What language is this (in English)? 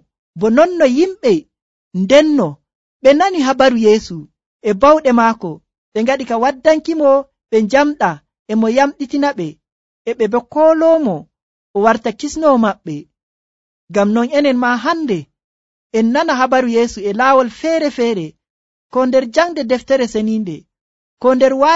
Nigerian Fulfulde